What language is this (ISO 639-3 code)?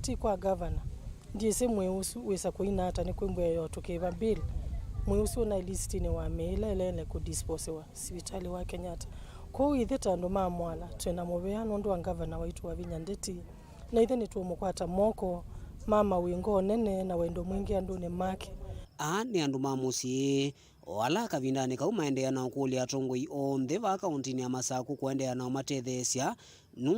kam